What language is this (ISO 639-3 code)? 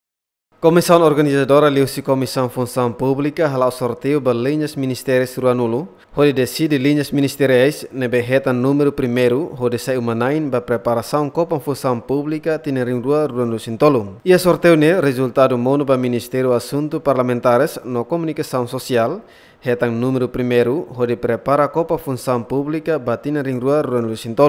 tet